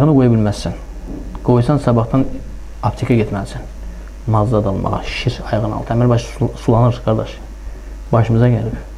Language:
Azerbaijani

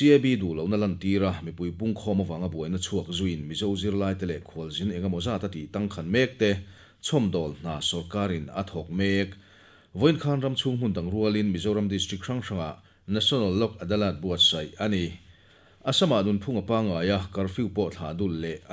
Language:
Mizo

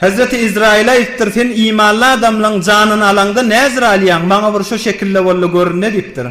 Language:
Turkmen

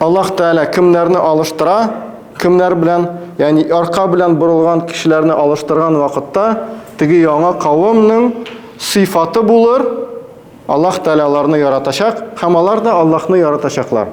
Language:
Tatar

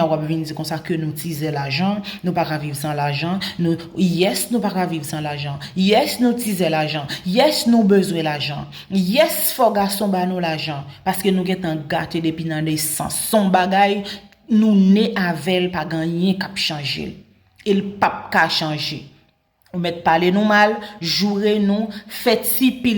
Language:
Haitian Creole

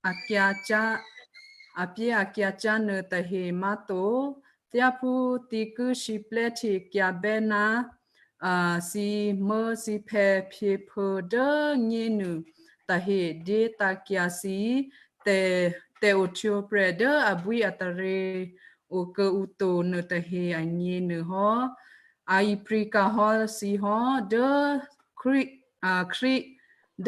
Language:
Western Kayah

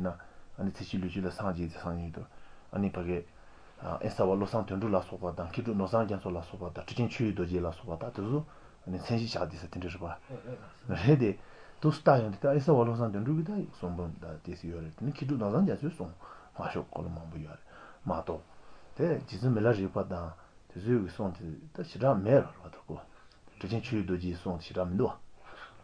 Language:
Malagasy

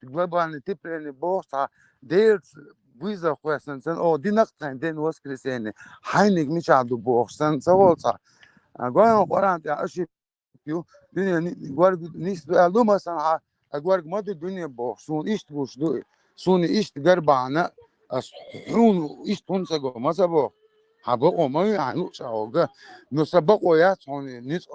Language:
Chechen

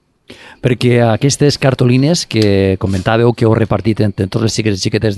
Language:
Catalan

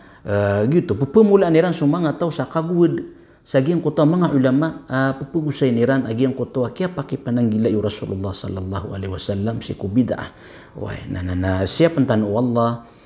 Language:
Maranao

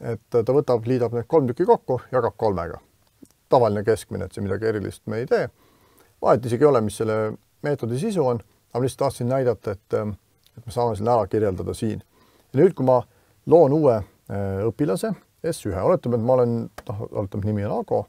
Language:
Estonian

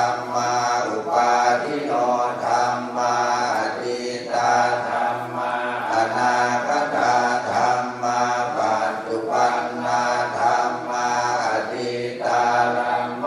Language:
Pali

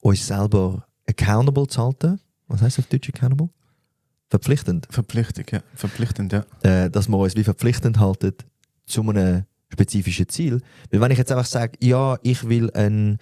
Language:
Swiss German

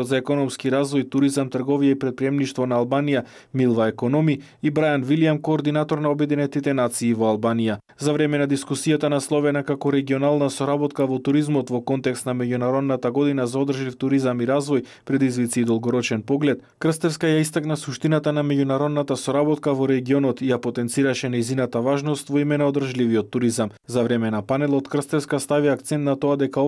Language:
Macedonian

